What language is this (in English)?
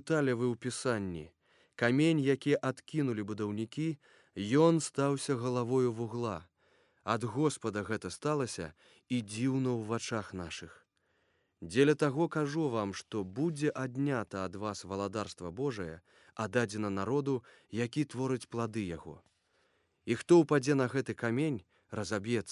Belarusian